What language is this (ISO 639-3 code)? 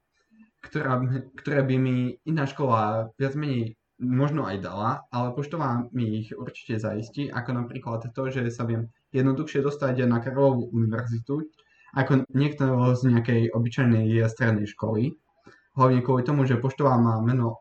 slk